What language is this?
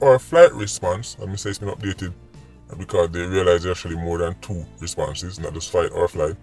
Jamaican Creole English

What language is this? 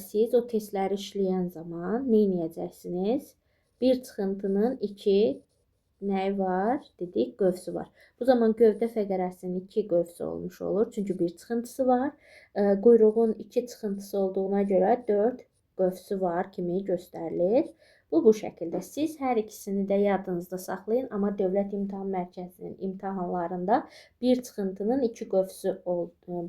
Azerbaijani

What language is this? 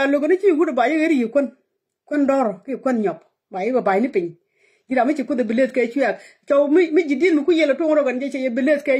Nuer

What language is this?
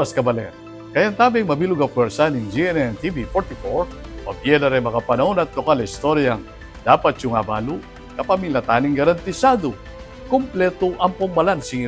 Pampanga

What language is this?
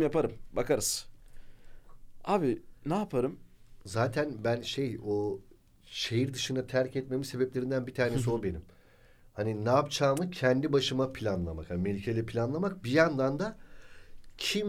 Turkish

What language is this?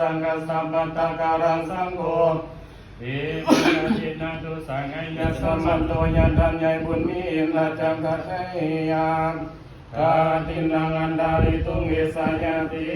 Pali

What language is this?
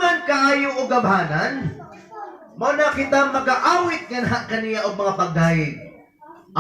Cebuano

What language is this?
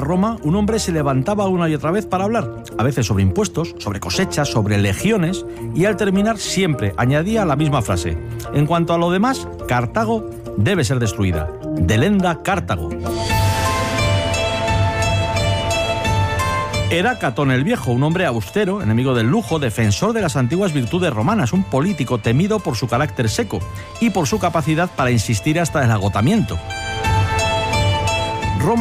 Spanish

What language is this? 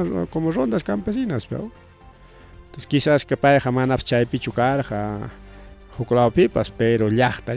Ayacucho Quechua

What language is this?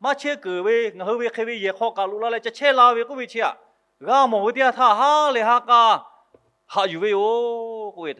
Lahu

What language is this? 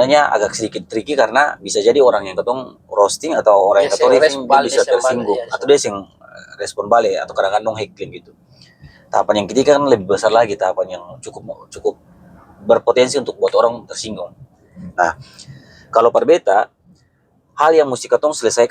Ambonese Malay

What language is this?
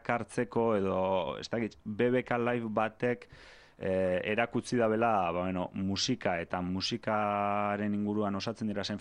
Basque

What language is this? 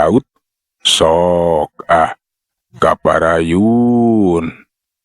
Sundanese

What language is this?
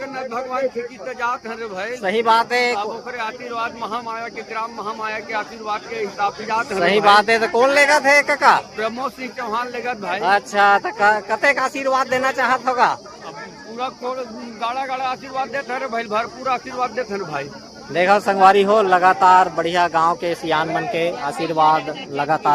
Chhattisgarhi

